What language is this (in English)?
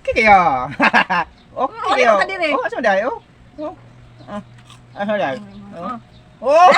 Cebuano